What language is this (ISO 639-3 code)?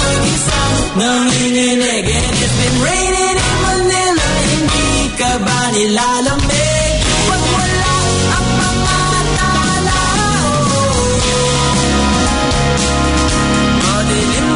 fil